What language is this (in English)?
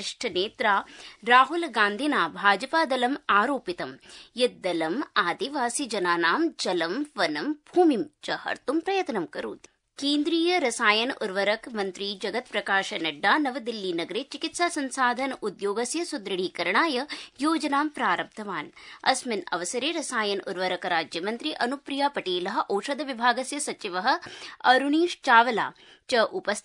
Sanskrit